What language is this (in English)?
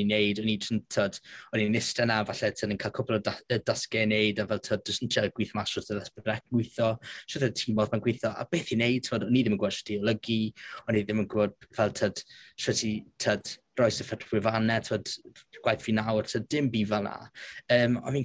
Welsh